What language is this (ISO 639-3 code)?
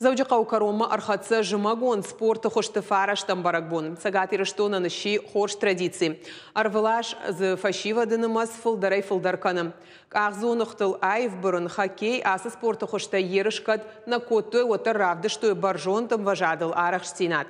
oss